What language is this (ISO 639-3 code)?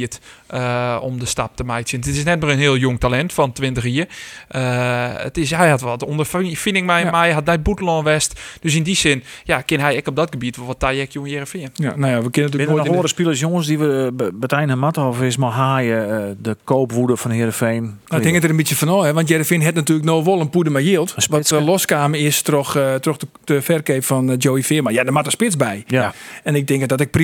fry